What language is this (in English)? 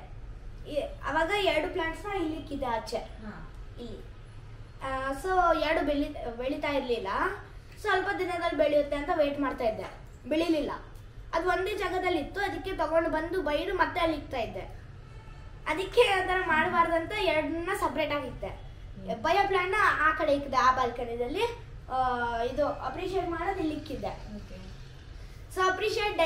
Kannada